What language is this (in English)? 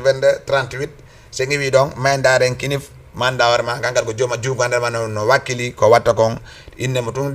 Fula